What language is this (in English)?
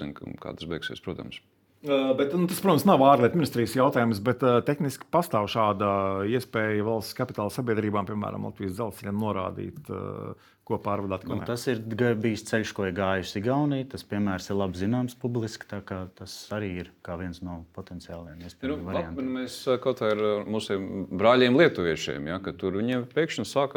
Latvian